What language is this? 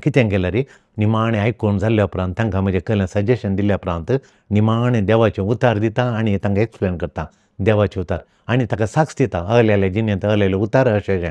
Konkani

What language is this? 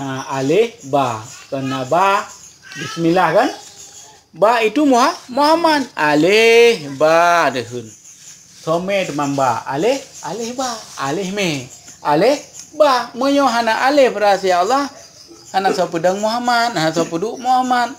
Achinese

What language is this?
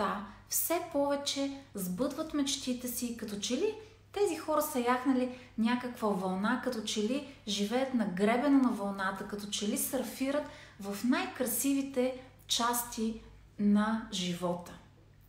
Bulgarian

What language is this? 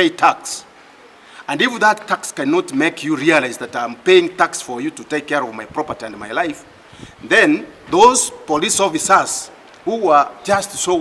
Gusii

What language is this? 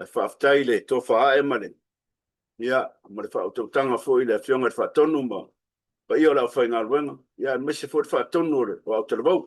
Samoan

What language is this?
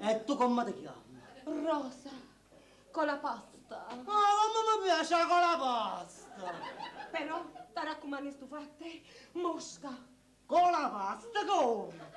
Neapolitan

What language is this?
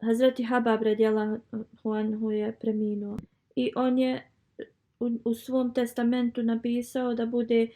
Bosnian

